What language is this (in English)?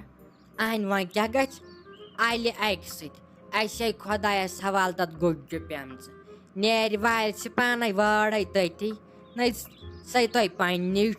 Kashmiri